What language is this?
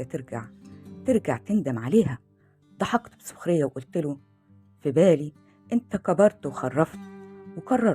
Egyptian Arabic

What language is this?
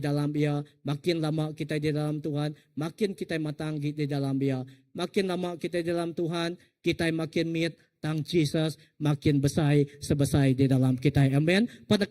Iban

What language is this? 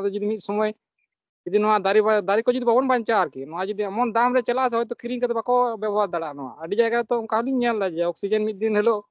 Santali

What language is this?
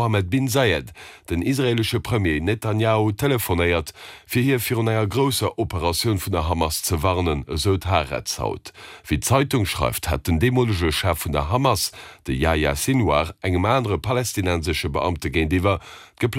Luxembourgish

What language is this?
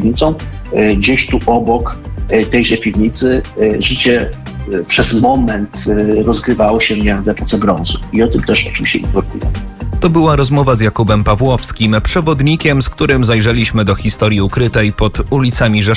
Polish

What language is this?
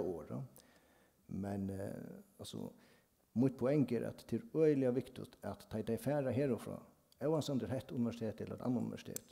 Faroese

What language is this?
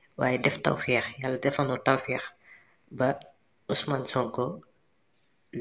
Wolof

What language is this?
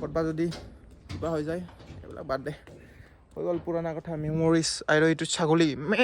Assamese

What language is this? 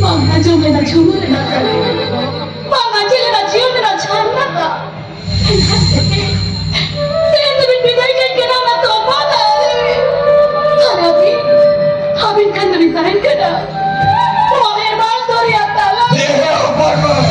Santali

